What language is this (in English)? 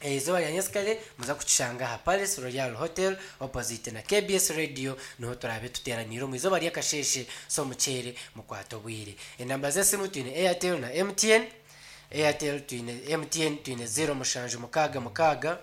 Nyankole